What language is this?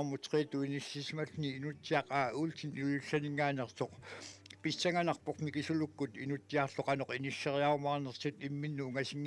Kalaallisut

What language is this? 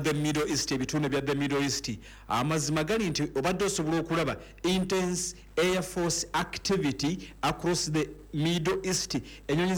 Ganda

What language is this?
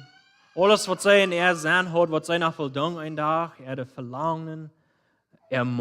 Plautdietsch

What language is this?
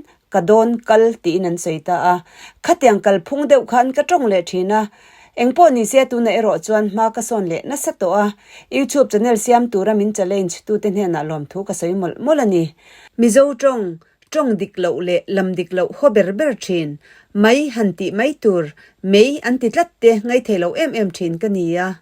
Mizo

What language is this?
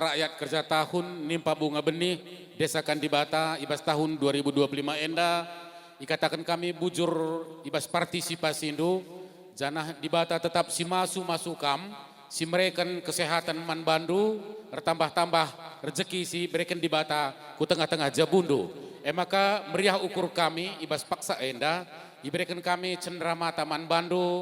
Batak Karo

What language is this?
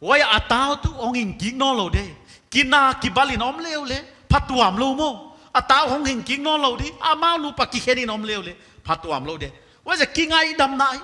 Paite Chin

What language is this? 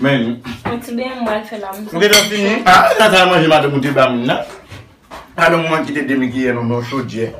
Haitian Creole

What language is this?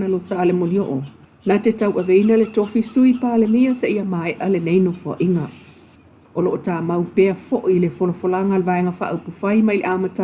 Samoan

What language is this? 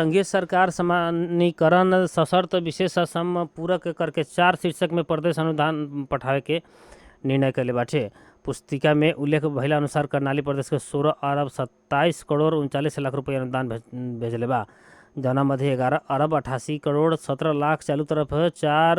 Bhojpuri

